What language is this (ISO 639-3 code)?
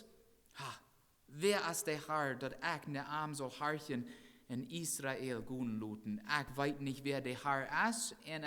pdt